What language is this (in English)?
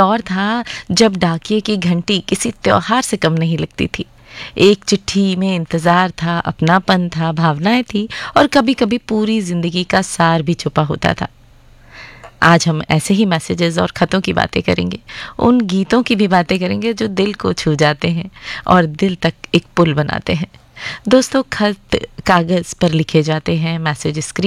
Hindi